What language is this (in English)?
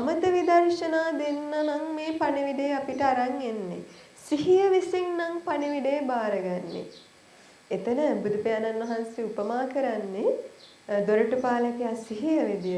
Sinhala